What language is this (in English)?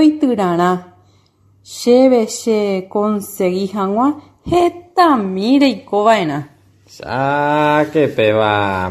Guarani